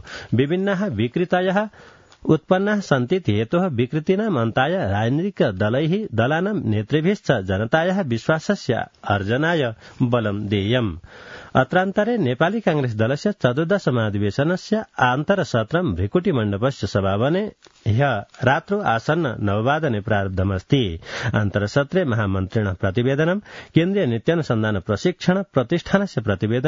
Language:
Sanskrit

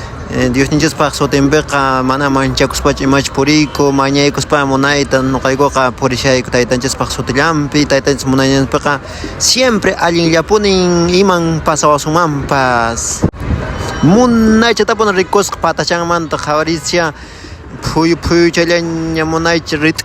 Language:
Quechua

